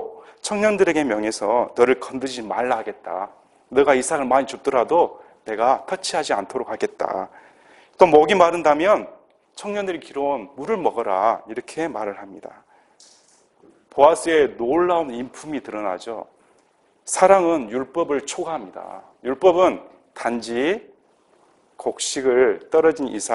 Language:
Korean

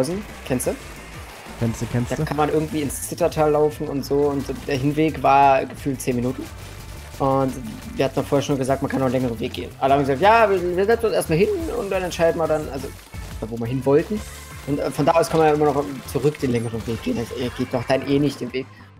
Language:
German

